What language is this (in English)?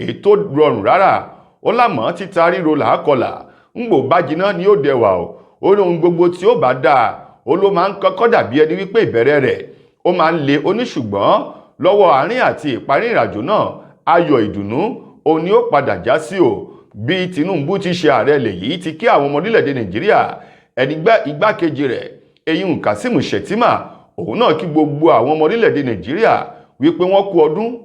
Yoruba